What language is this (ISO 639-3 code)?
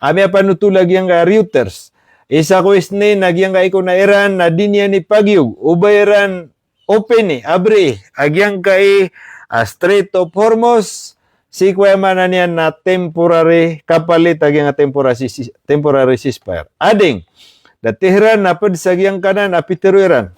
mrw